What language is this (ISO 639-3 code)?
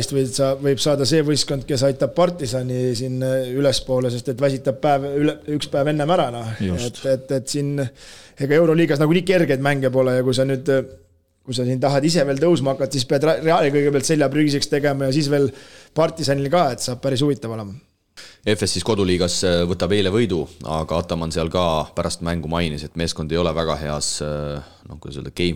est